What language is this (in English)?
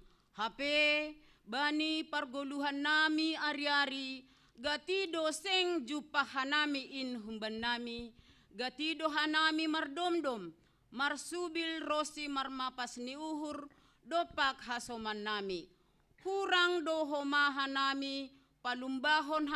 Batak Simalungun